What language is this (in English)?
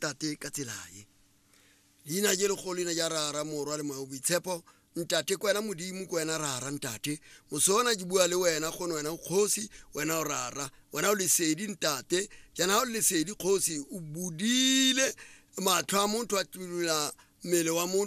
Tswana